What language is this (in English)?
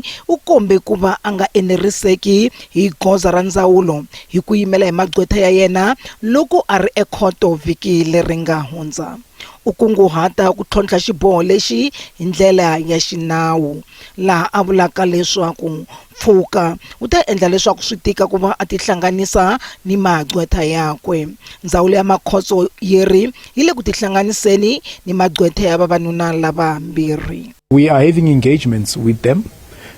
Tsonga